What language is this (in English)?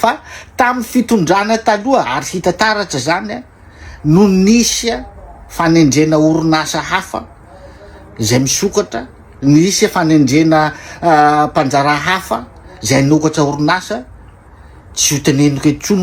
Malagasy